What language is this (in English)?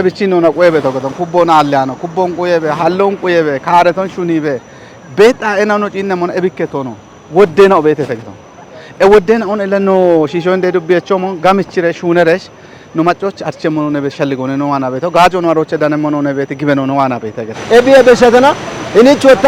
Kafa